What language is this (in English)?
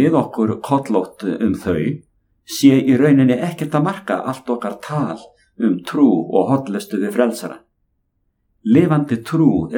Icelandic